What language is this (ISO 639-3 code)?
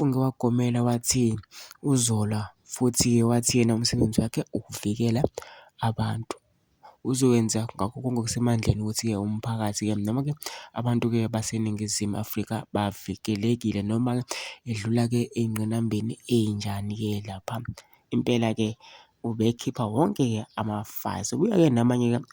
zul